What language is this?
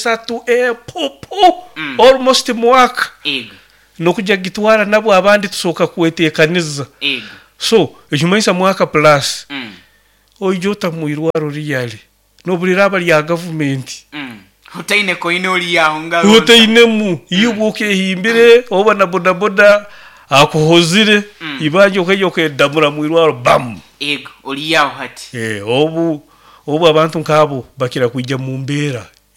Nyoro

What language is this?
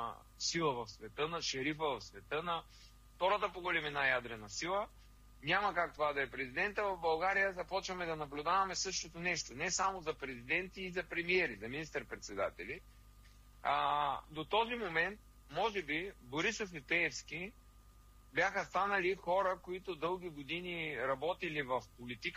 Bulgarian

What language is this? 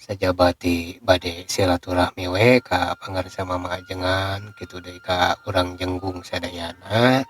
Sundanese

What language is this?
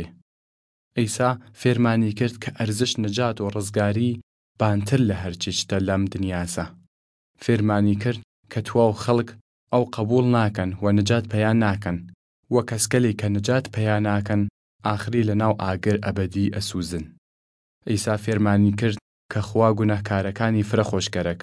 Southern Kurdish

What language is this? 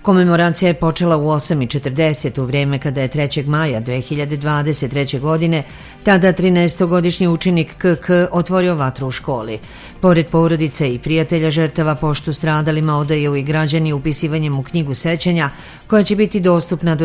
Serbian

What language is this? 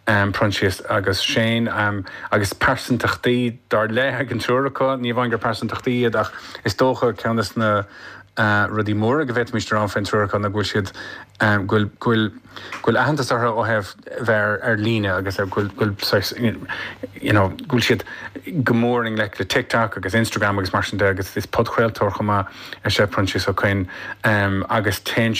Irish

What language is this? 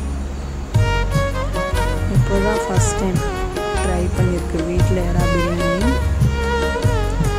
Tamil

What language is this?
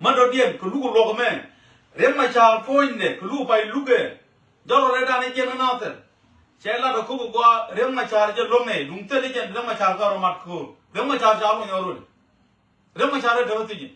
Nuer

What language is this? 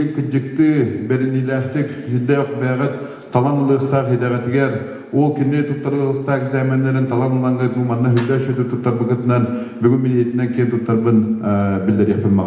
Yakut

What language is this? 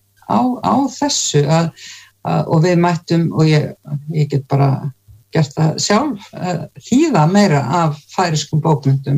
Icelandic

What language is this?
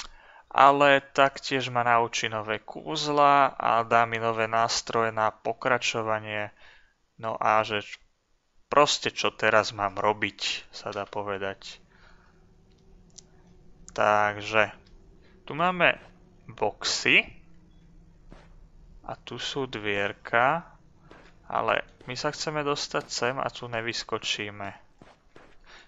Slovak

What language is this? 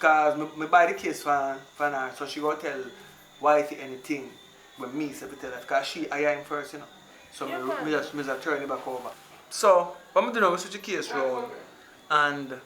Jamaican Creole English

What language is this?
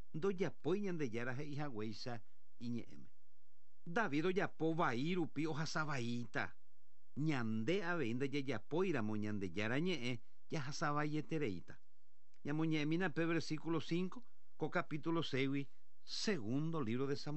Guarani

